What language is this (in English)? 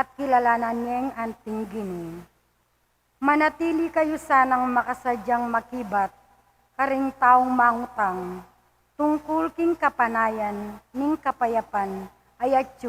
Pampanga